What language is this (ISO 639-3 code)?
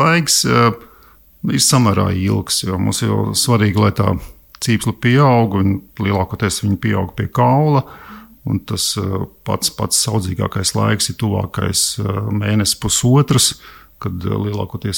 lav